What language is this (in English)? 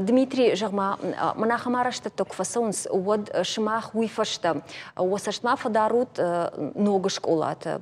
Ossetic